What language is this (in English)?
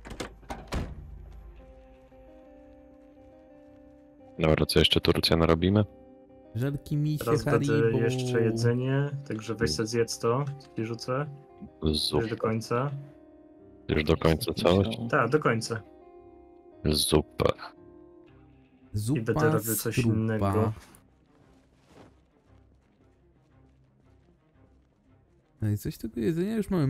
Polish